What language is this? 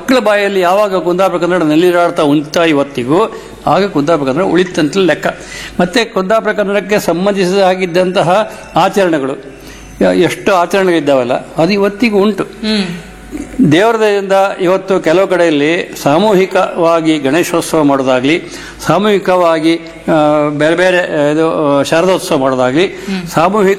Kannada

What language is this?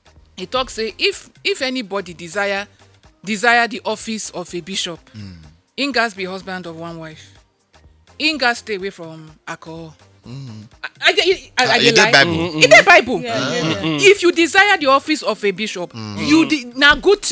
Nigerian Pidgin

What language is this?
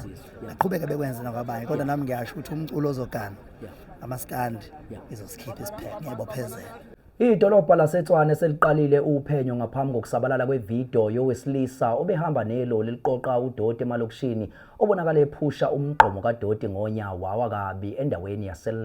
Zulu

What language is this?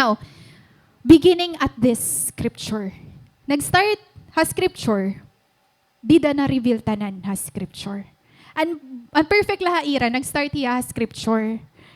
Waray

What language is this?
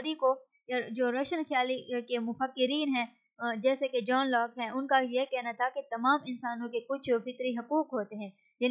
Urdu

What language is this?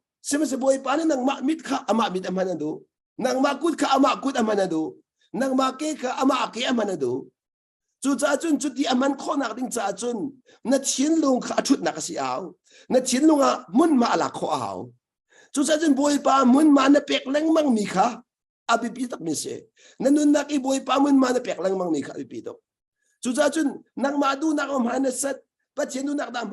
Hakha Chin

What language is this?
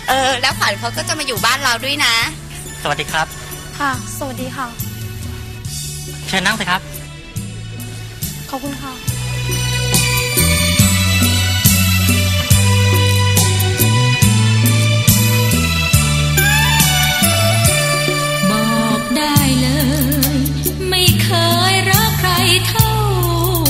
Thai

